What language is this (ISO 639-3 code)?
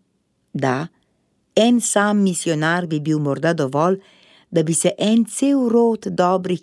slv